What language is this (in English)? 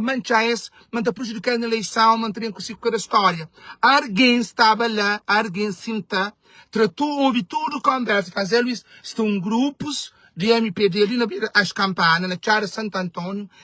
Kabuverdianu